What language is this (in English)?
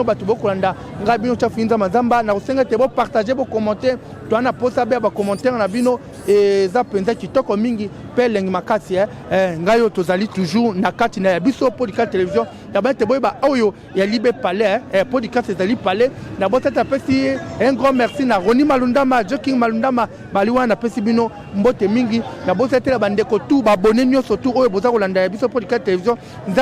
Lingala